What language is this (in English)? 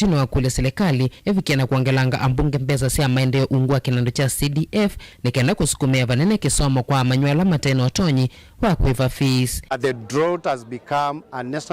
Kamba